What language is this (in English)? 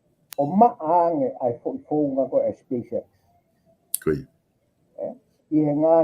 Tongan